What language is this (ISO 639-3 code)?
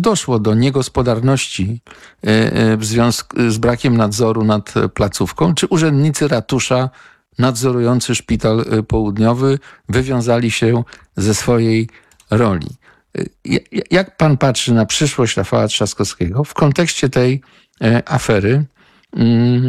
pol